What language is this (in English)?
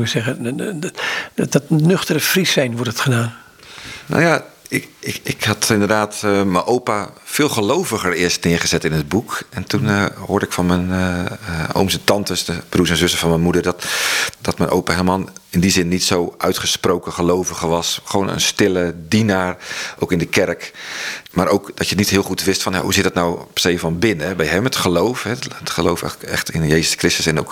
Dutch